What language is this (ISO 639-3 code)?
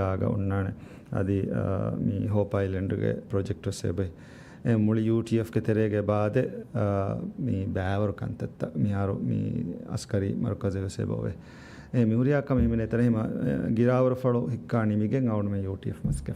div